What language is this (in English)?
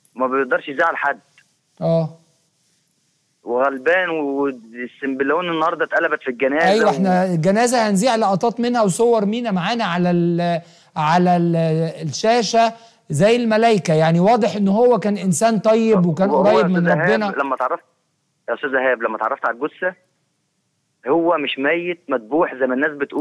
Egyptian Arabic